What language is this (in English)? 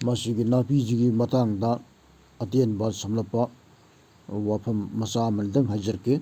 Manipuri